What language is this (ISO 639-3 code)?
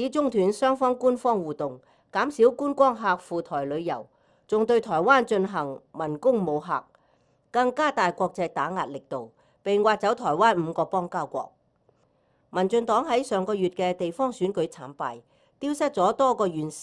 yue